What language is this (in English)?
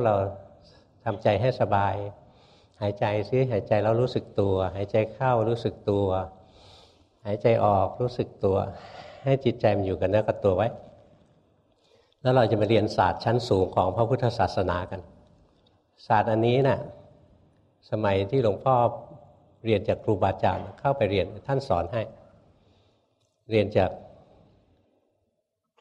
Thai